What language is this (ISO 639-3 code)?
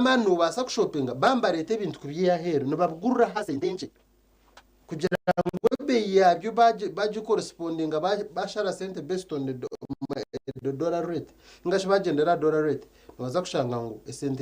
nyn